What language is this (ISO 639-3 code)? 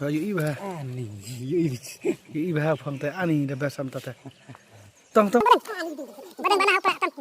kha